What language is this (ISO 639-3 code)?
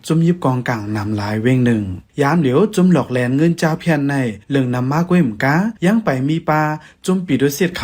shn